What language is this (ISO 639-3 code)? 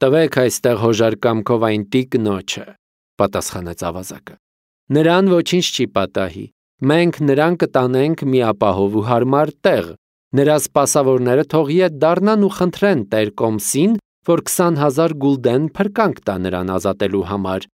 hye